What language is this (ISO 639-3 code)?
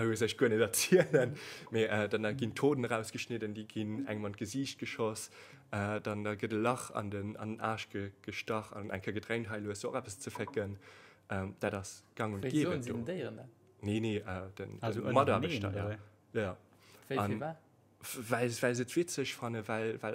ltz